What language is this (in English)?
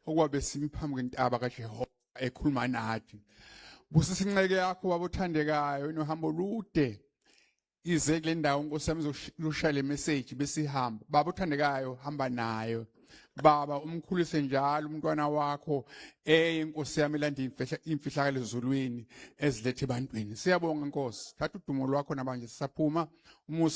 Zulu